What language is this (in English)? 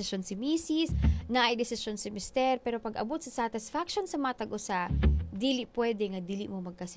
Cebuano